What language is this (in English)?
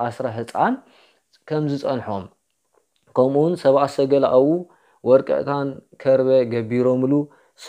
Tigrinya